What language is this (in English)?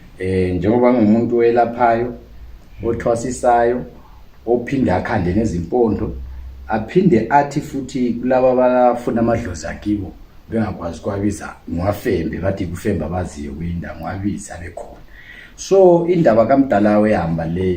Zulu